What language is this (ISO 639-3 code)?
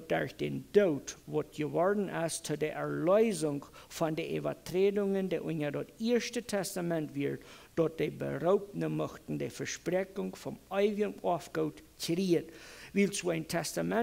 pdt